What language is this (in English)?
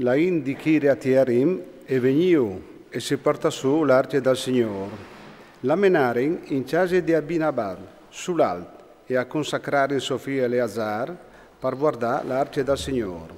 Friulian